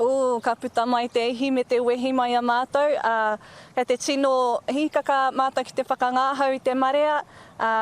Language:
Māori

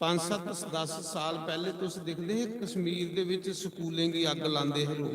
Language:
Dogri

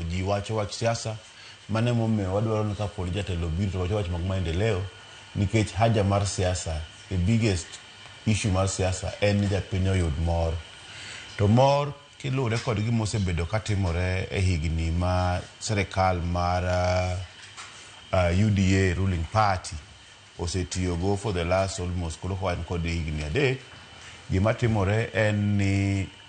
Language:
Luo (Kenya and Tanzania)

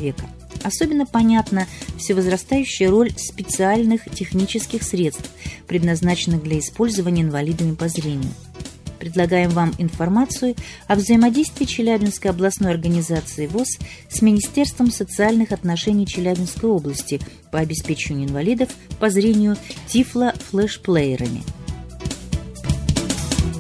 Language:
Russian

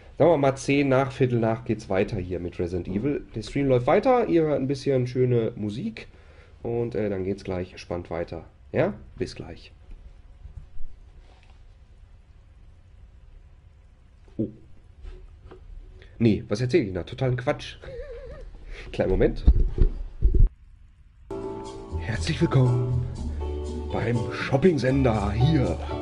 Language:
German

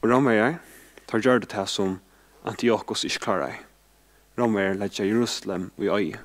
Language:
Faroese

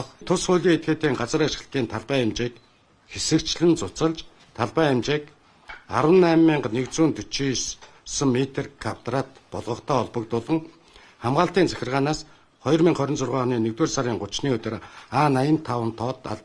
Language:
Mongolian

